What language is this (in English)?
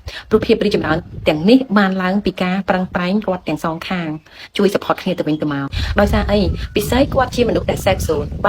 Khmer